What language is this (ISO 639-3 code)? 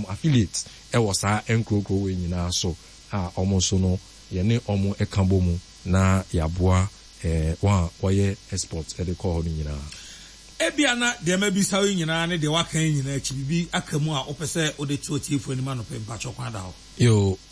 aka